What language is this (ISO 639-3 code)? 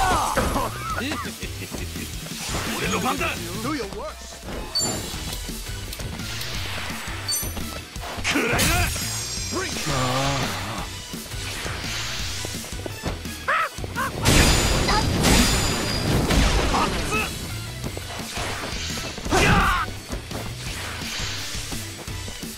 jpn